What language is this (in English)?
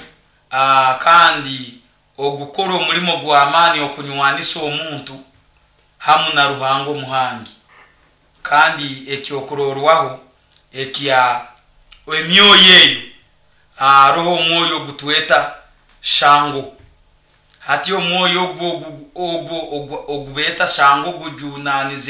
Nyoro